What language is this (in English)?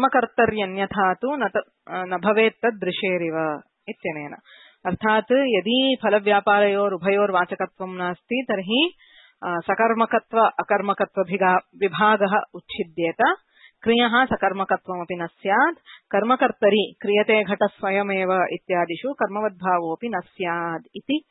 Sanskrit